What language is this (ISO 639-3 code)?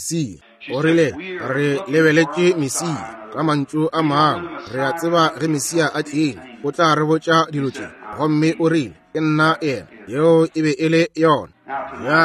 nso